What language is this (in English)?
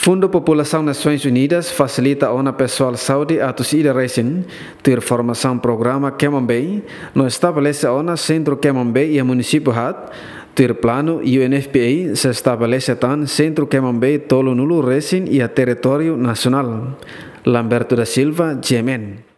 Tetum